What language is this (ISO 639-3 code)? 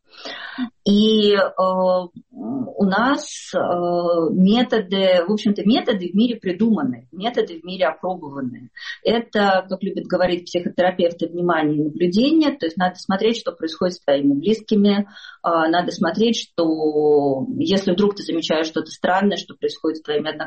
rus